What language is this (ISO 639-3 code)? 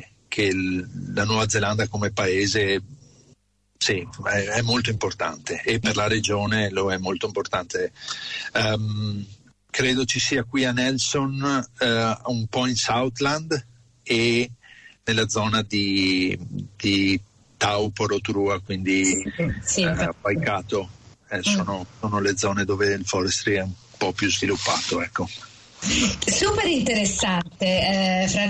ita